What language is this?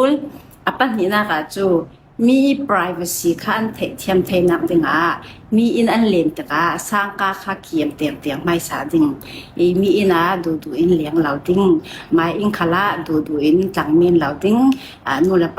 Falam Chin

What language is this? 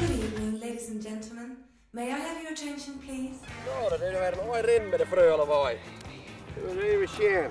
Western Frisian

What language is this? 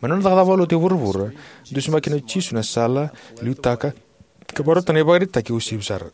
Fijian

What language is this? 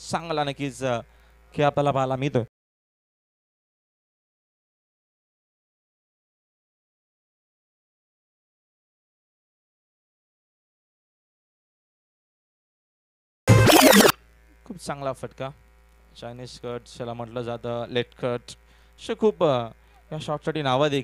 Marathi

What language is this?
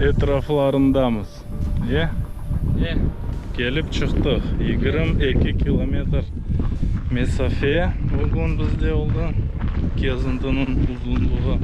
Crimean Tatar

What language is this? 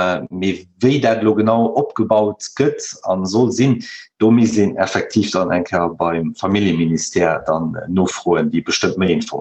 Luxembourgish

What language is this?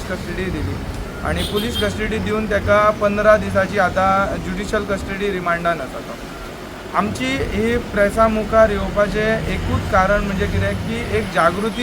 Konkani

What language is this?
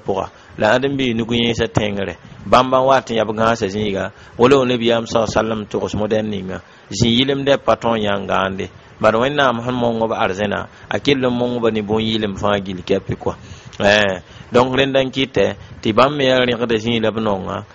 Mossi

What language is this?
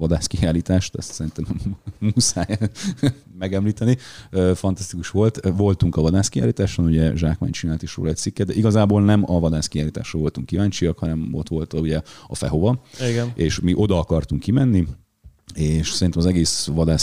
Hungarian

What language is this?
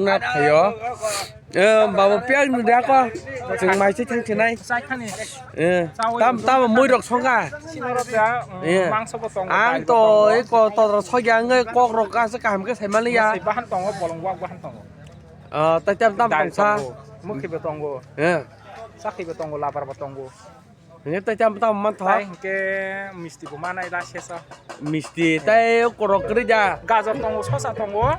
Kok Borok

